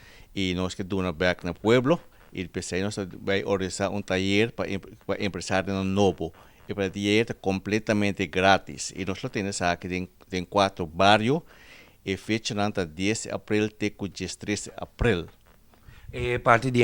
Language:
Papiamento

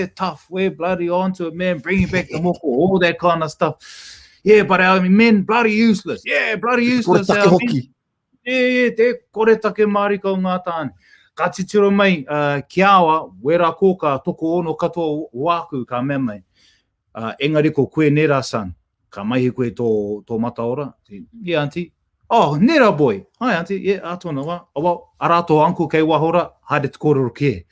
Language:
Māori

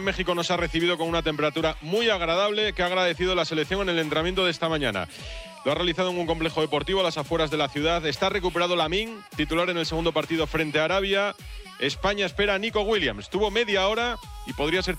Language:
Spanish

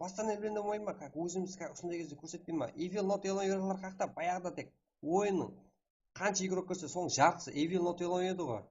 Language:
Kara-Kalpak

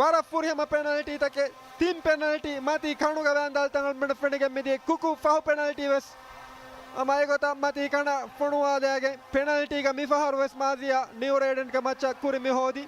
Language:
Divehi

